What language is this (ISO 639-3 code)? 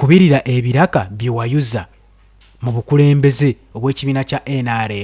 lug